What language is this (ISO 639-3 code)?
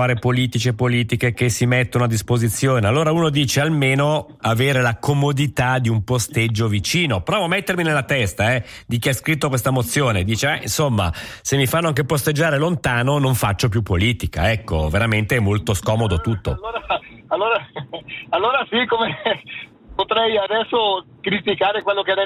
ita